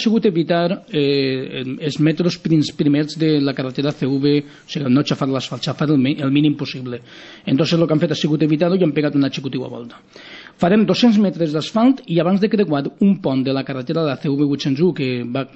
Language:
Catalan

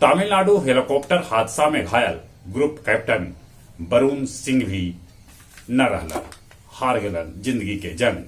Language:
Magahi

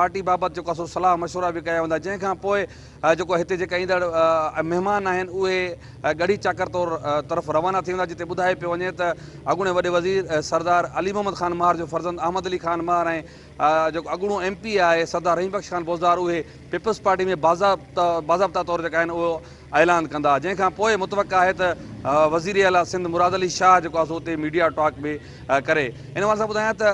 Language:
Sindhi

